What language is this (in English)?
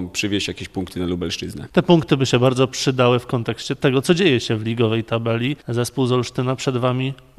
Polish